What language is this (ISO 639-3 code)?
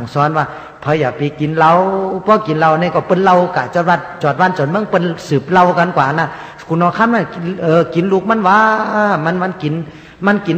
shn